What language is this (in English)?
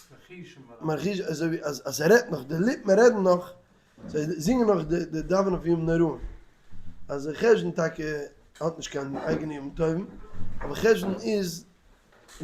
Yiddish